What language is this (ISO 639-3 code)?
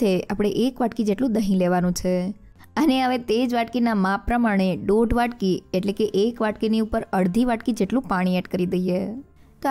guj